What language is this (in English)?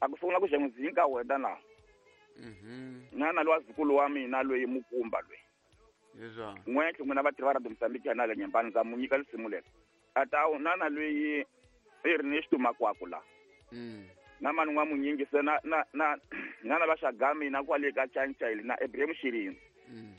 Tsonga